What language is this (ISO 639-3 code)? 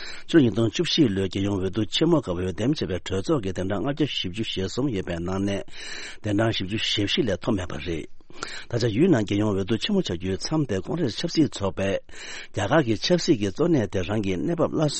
bod